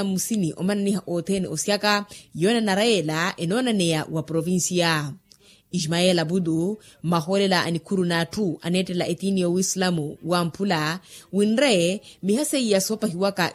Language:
Makhuwa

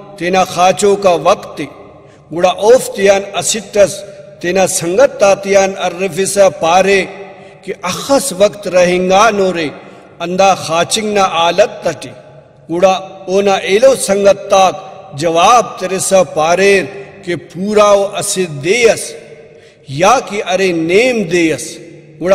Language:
Brahui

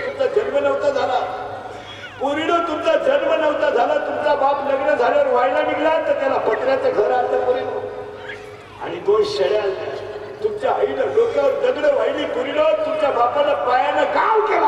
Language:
Marathi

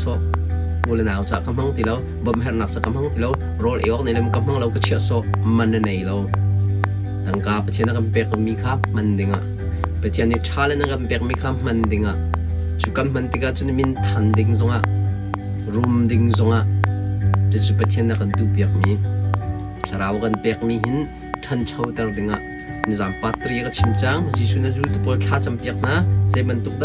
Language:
Hakha Chin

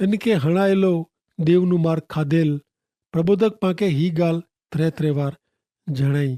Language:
Kachhi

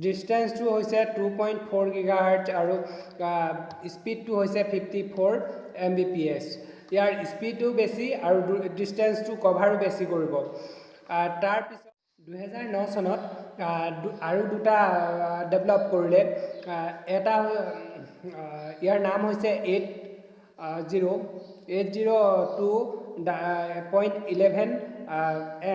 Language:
Assamese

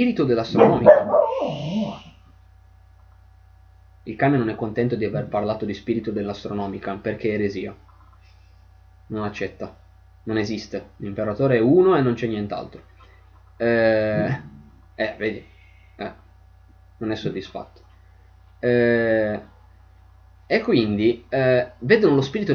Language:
Italian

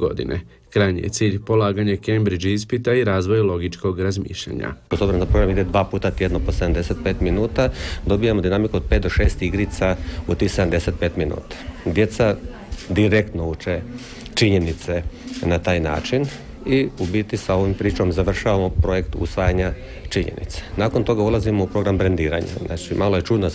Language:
Croatian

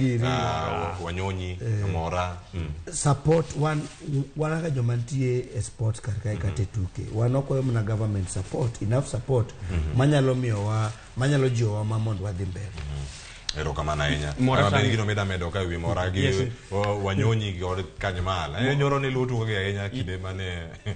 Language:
Luo (Kenya and Tanzania)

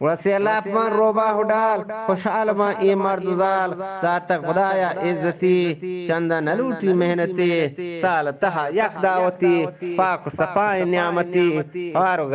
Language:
Eastern Balochi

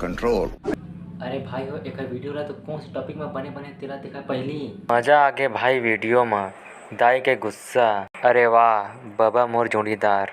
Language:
Chhattisgarhi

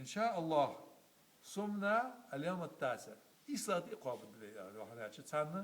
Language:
Ingush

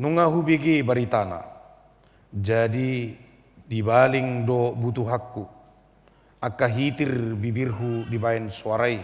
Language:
Batak Toba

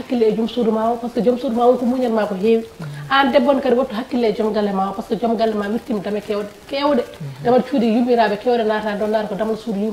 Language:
Fula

